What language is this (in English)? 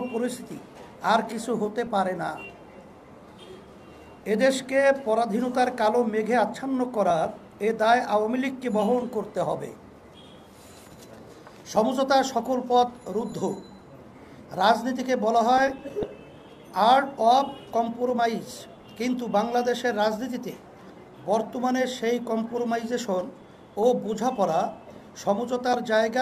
Bangla